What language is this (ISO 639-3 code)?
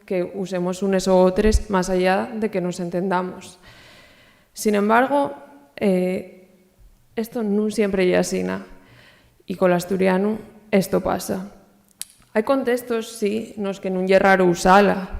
ast